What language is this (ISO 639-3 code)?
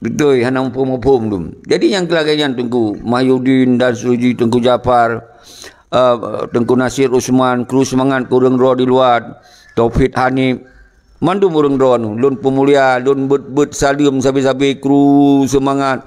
ace